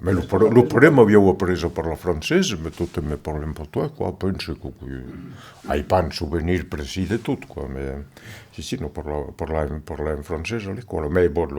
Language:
Occitan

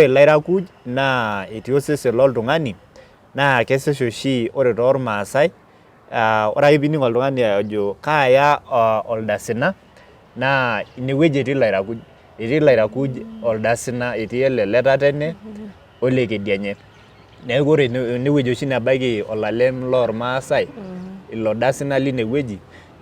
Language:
Masai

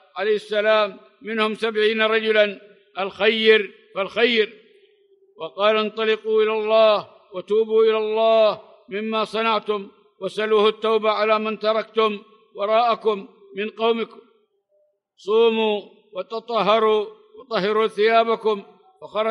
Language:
Arabic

